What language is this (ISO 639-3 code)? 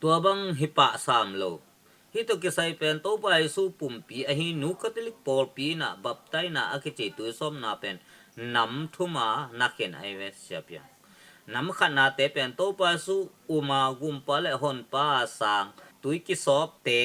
ctd